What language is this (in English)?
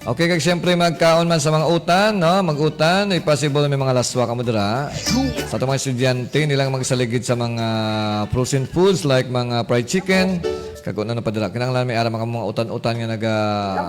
Hiligaynon